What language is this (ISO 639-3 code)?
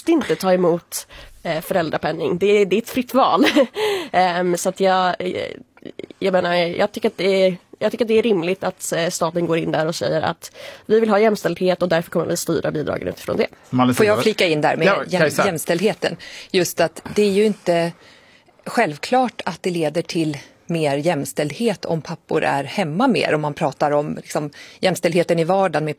swe